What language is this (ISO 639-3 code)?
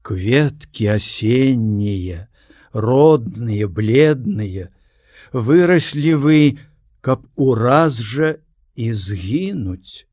bel